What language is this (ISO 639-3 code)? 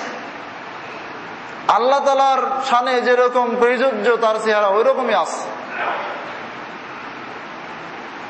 ben